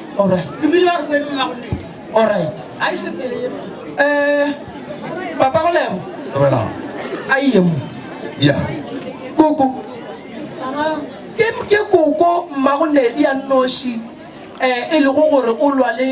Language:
Northern Sotho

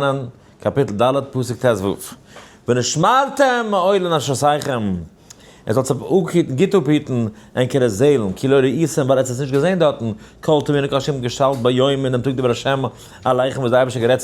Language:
Yiddish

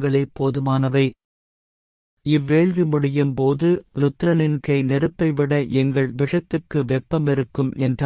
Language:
Tamil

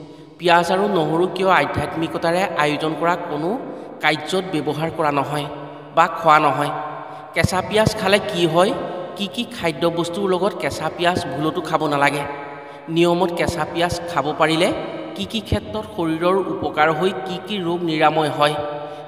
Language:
Assamese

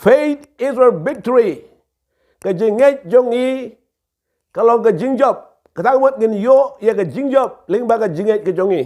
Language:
Khasi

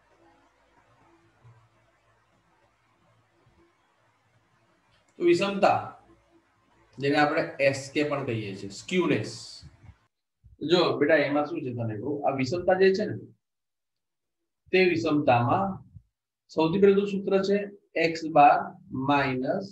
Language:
Gujarati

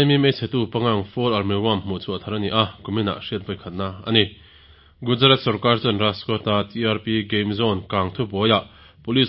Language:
Mizo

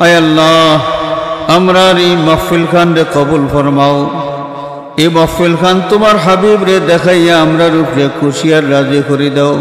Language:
Sylheti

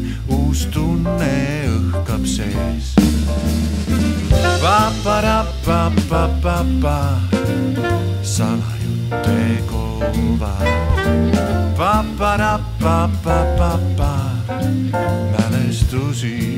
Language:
Estonian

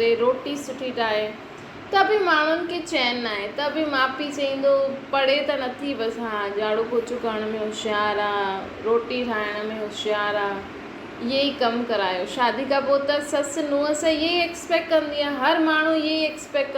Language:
Sindhi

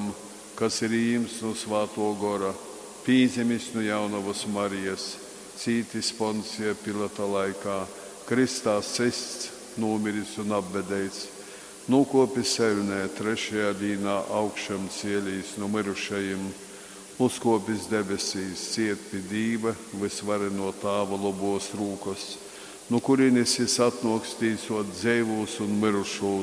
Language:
Latgalian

